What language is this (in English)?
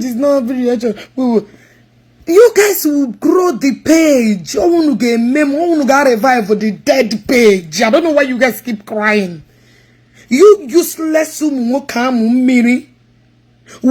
Igbo